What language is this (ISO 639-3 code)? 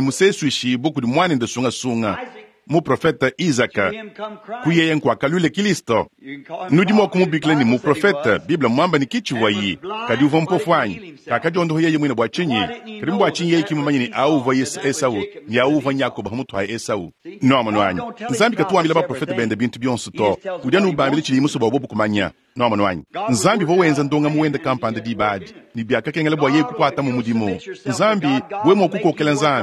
lua